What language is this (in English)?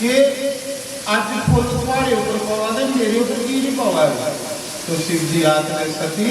Dogri